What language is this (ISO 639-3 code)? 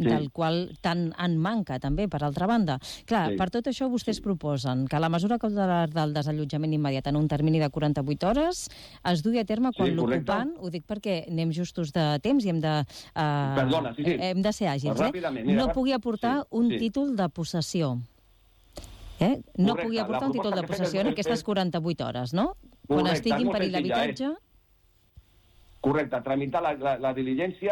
cat